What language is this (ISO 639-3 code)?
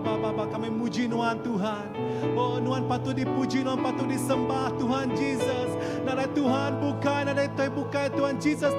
iba